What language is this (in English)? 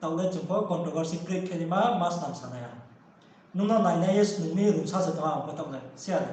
Riang (India)